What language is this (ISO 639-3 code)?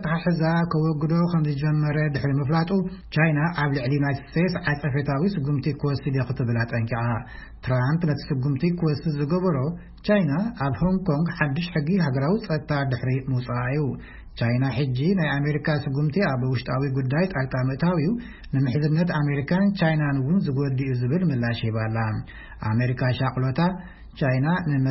tir